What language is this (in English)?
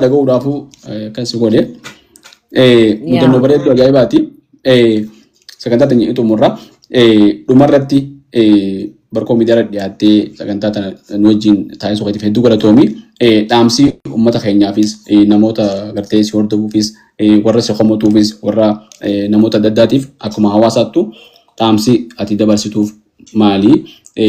Oromo